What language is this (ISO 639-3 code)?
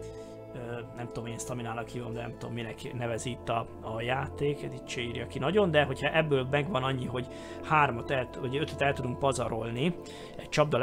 hun